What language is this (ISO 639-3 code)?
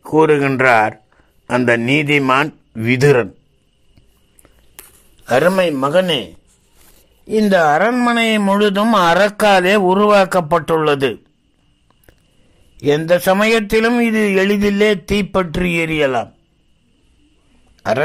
tam